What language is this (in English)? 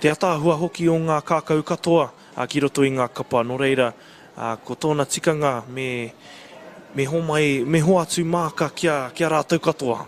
Māori